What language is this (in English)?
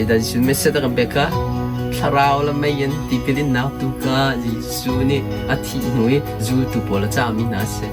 Hakha Chin